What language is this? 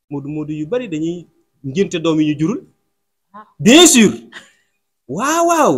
Wolof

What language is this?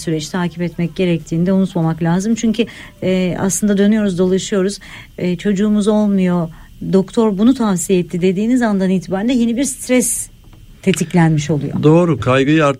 Turkish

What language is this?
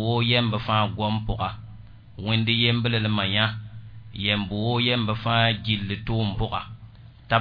Mossi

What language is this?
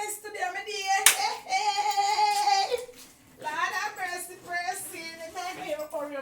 Jamaican Creole English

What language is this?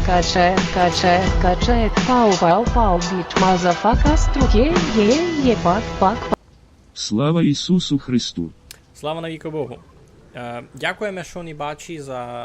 Rusyn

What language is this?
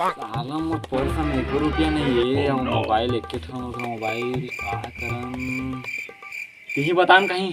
Chhattisgarhi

